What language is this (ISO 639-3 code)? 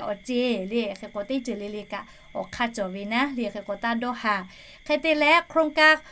lhu